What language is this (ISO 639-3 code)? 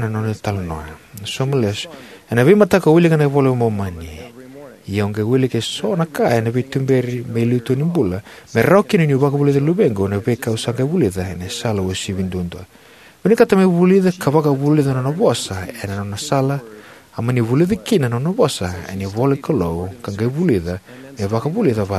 fij